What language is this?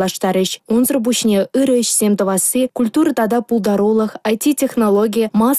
Chuvash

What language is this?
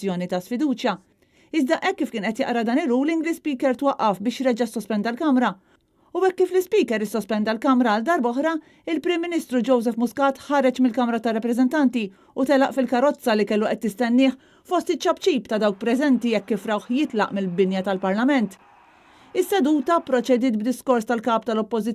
Maltese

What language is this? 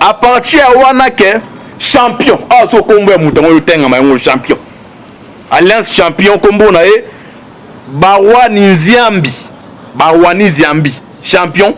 Lingala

